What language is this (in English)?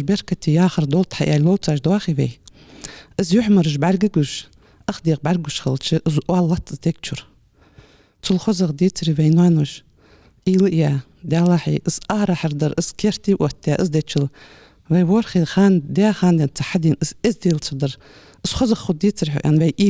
Ingush